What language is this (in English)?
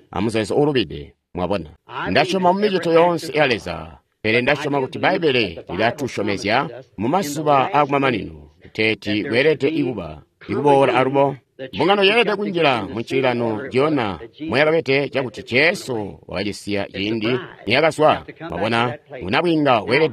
Tonga (Zambia)